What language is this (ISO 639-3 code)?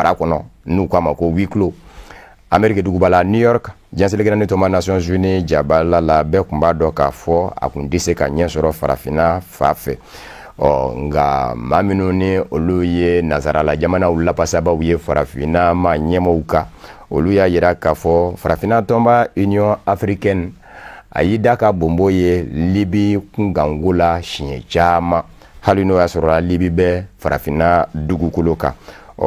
bam